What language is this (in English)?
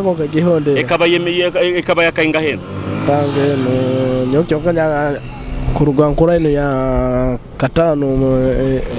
Nyoro